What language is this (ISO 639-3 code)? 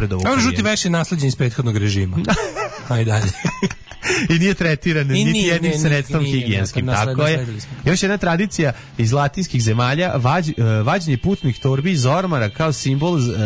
srp